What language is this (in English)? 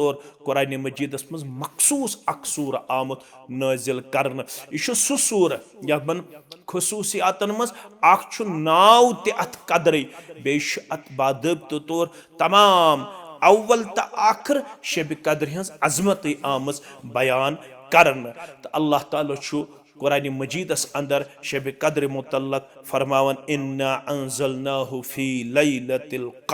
Kashmiri